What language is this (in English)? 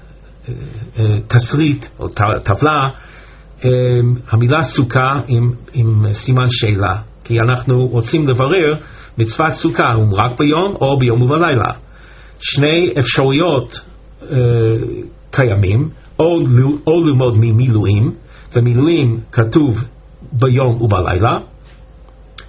Hebrew